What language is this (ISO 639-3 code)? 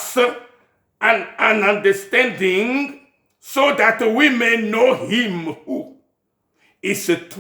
ewe